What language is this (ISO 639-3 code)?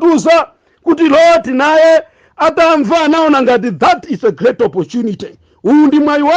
nya